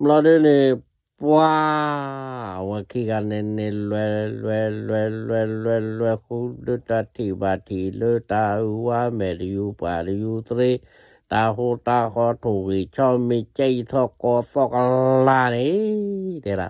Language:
S'gaw Karen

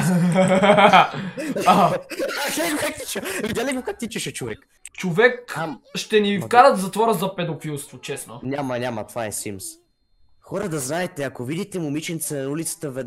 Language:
Bulgarian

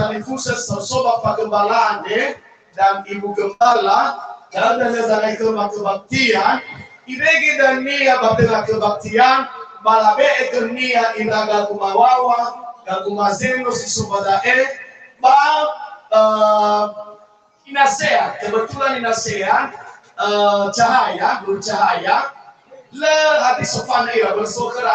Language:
Nias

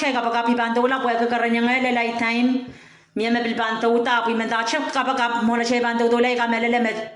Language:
Pohnpeian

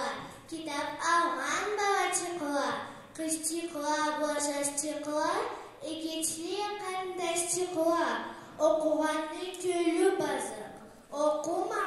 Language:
Karachay-Balkar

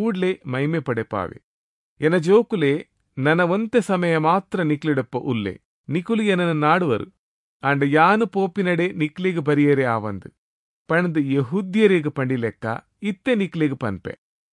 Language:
Tulu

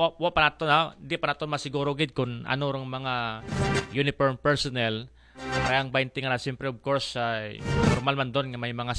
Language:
Aklanon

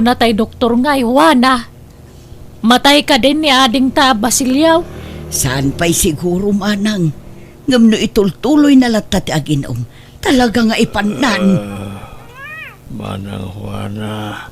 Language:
Iloko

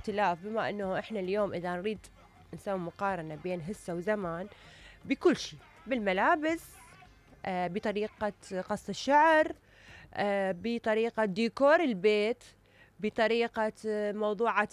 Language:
Mesopotamian Arabic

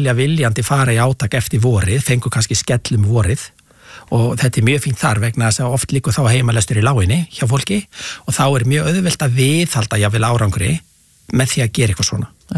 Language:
Icelandic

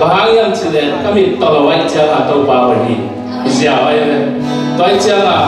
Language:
Tedim Chin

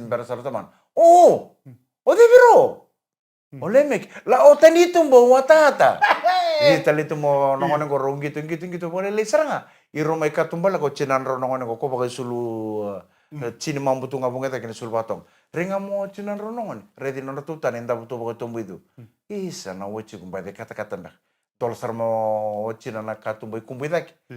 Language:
Fijian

